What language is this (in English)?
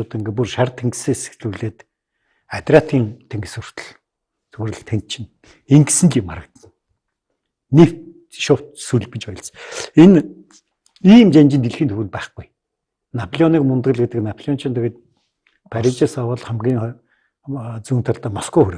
Mongolian